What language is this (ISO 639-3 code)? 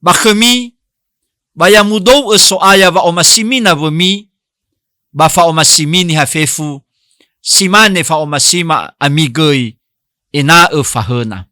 nia